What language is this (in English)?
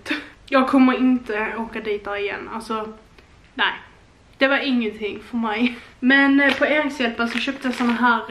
Swedish